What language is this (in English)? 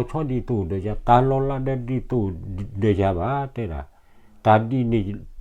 S'gaw Karen